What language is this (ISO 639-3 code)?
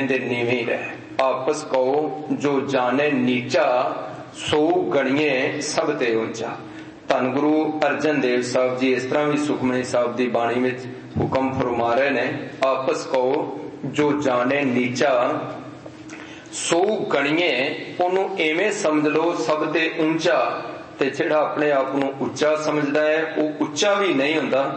pan